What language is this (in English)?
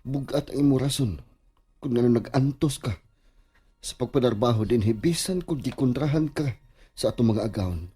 Cebuano